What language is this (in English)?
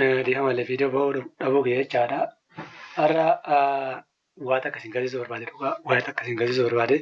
Oromo